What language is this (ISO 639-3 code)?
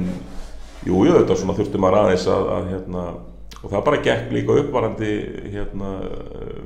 isl